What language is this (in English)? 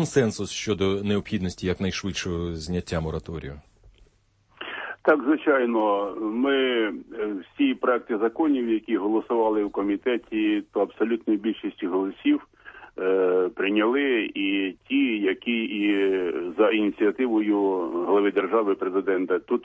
Ukrainian